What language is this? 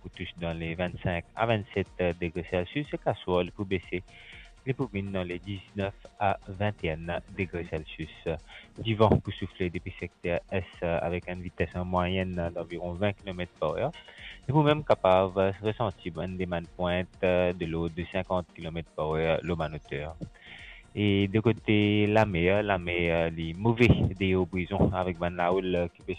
Morisyen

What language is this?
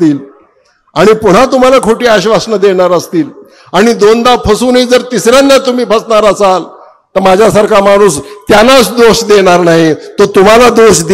Marathi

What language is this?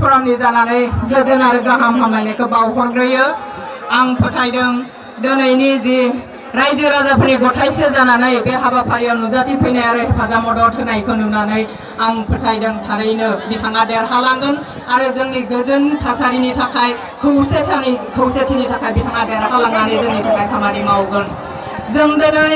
Bodo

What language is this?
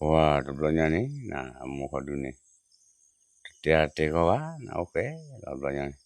S'gaw Karen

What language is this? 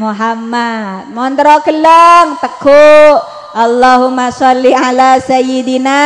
Madurese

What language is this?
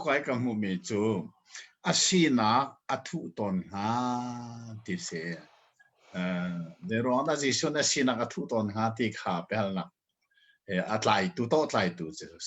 Hakha Chin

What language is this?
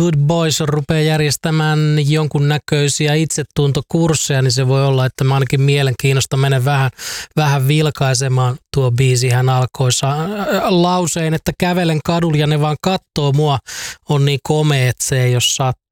Finnish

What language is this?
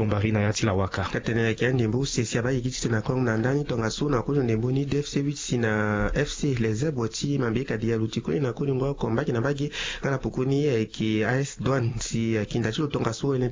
Sango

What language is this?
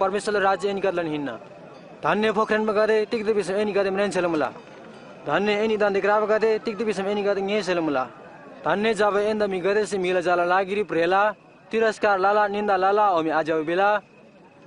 Eastern Tamang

